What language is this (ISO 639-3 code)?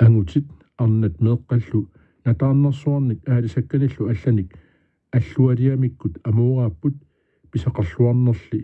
kal